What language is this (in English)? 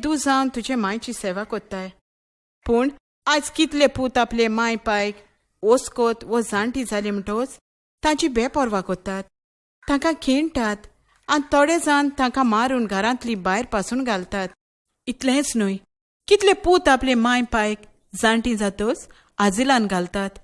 Konkani